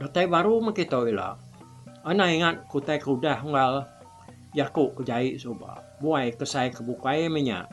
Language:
Iban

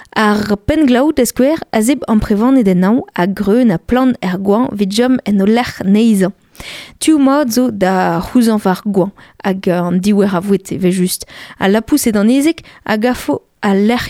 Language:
Breton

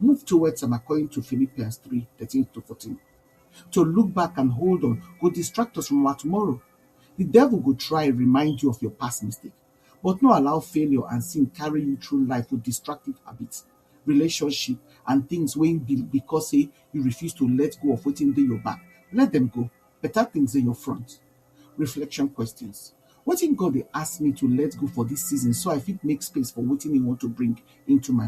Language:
Nigerian Pidgin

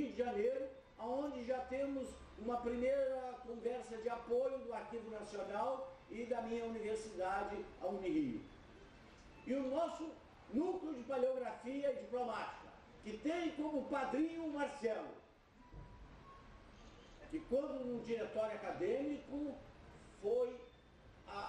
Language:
Portuguese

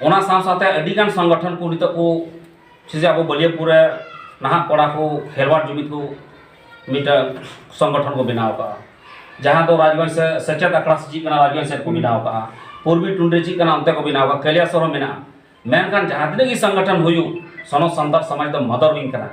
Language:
Santali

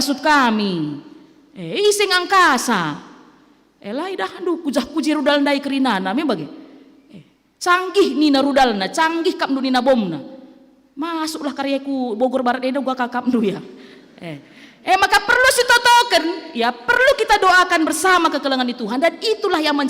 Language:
Batak Karo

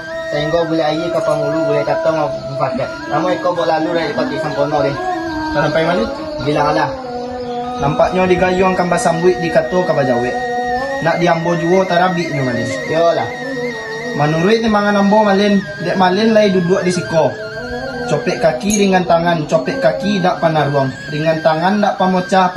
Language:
Minangkabau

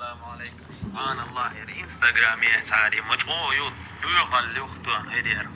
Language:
Chechen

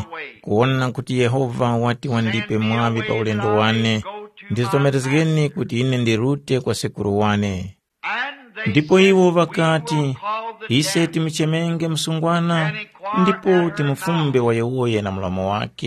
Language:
Tumbuka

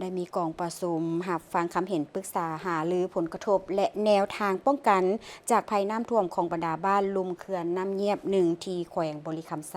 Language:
Lao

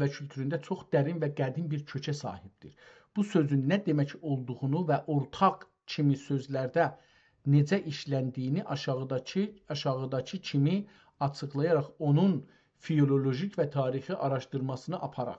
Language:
South Azerbaijani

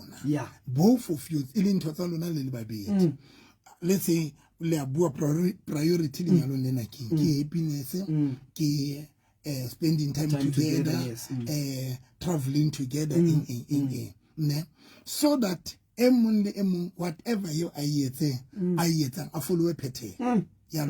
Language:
Southern Sotho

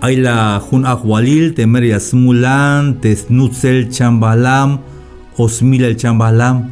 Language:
Tzeltal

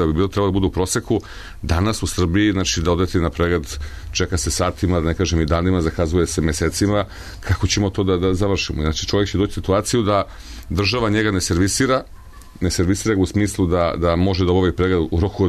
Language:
Serbian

